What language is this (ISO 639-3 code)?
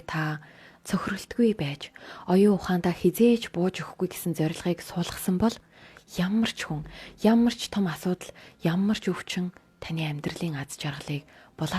mon